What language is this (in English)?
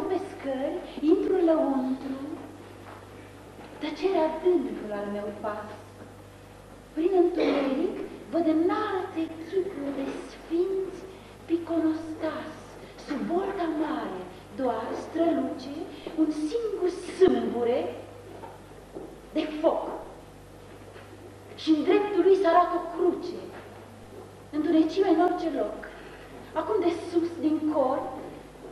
Romanian